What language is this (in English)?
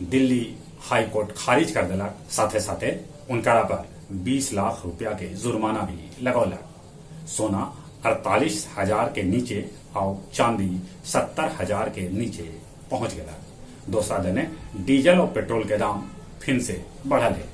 Magahi